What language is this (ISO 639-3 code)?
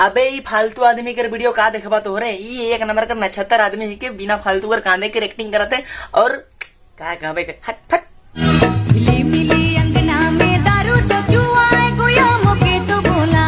sck